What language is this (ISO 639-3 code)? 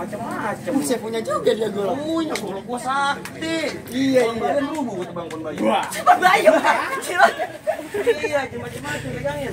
bew